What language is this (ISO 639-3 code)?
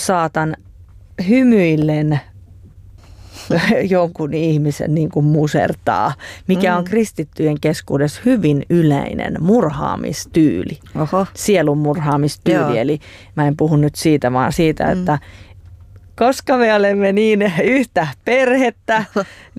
fin